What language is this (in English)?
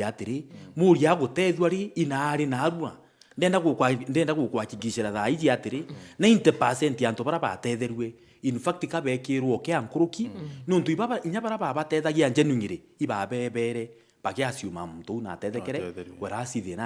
Meru